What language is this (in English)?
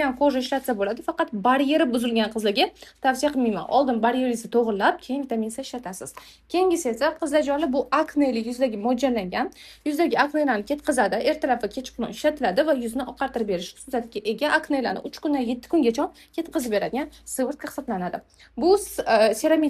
Uzbek